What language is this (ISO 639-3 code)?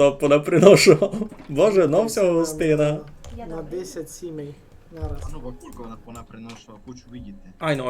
rue